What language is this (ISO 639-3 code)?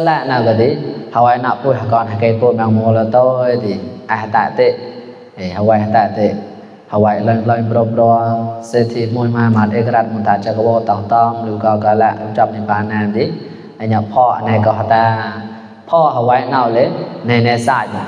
mnw